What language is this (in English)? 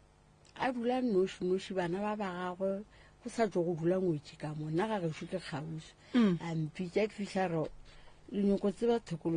Northern Sotho